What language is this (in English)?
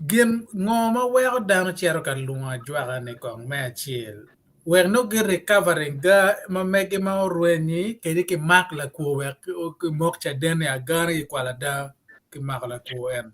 Acoli